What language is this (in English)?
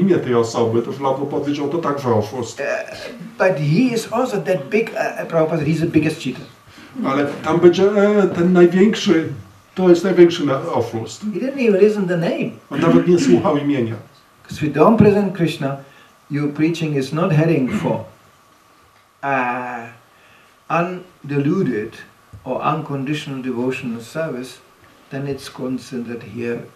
Polish